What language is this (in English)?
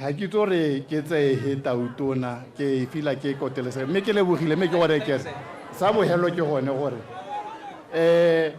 Tswana